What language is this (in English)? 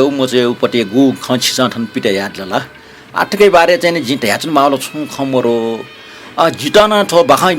Newari